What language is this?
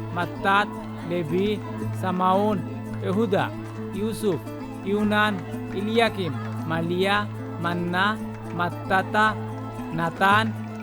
Sylheti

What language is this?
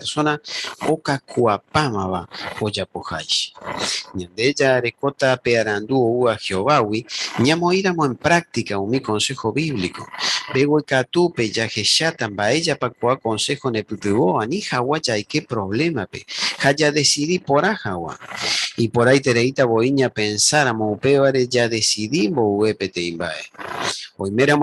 Guarani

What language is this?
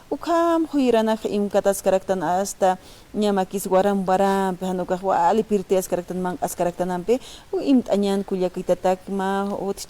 Aymara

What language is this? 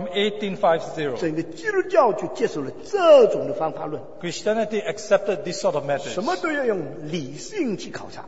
Chinese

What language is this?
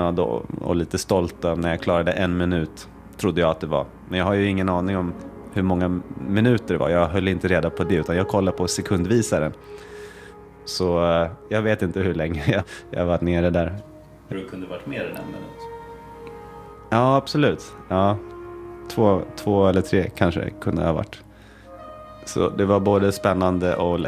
Swedish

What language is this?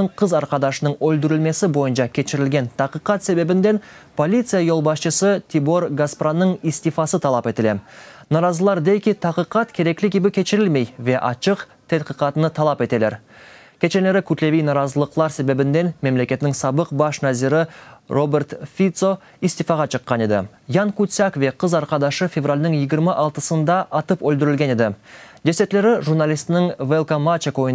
Crimean Tatar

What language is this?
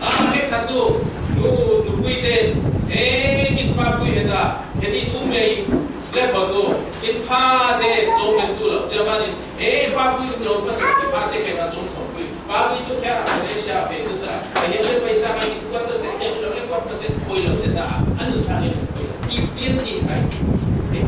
Falam Chin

